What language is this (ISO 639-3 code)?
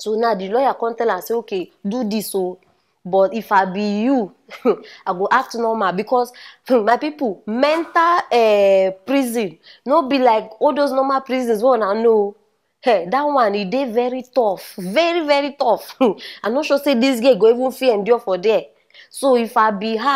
pcm